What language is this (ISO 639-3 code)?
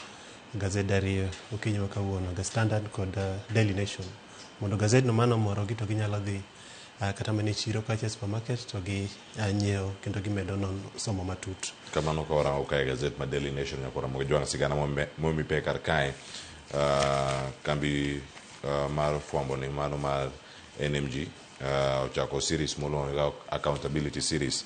luo